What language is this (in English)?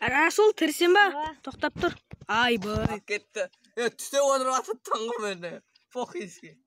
Kara-Kalpak